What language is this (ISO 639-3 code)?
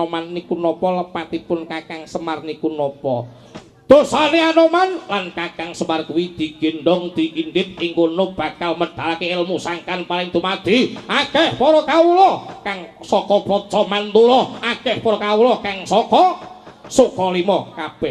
jav